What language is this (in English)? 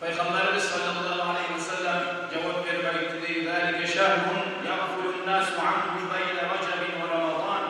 Kumyk